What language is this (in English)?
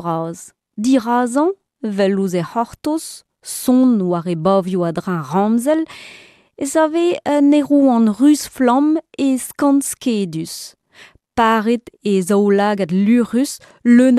Breton